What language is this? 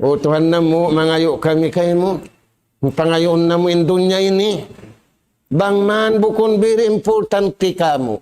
Tausug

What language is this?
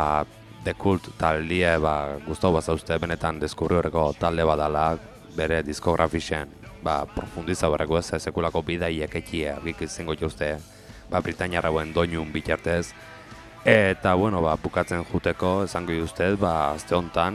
Basque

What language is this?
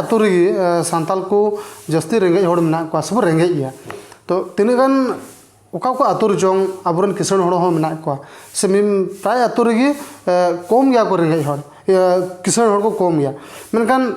Santali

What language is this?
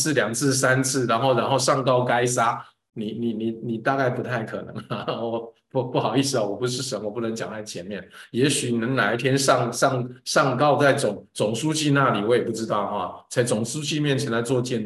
Chinese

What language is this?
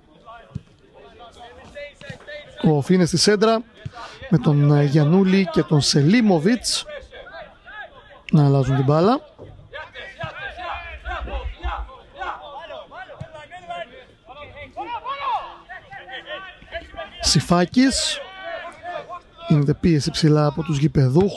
Greek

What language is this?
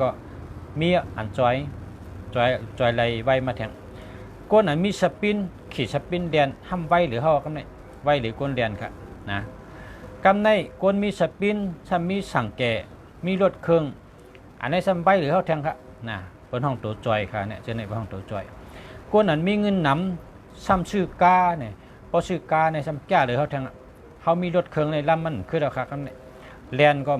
Shan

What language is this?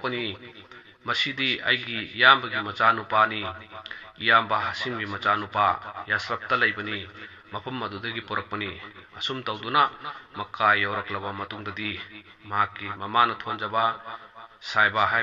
Manipuri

